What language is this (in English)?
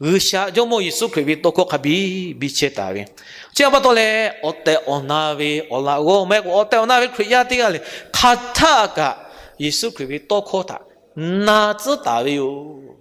Lahu